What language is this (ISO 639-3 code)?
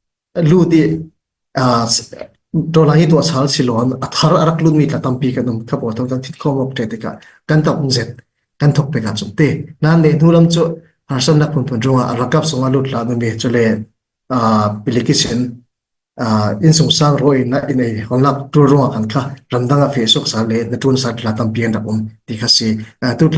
cfm